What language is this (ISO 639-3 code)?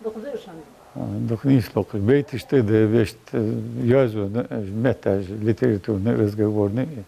inh